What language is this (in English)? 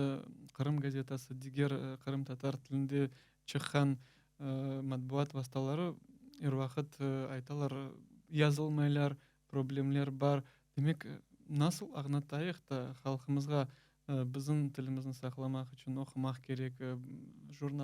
Crimean Tatar